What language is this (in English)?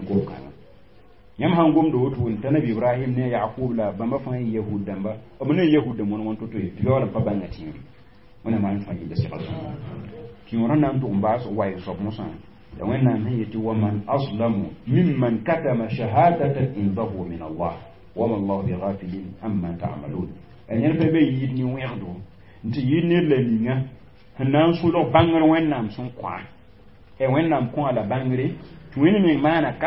Mossi